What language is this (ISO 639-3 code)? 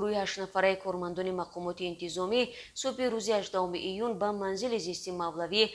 tgk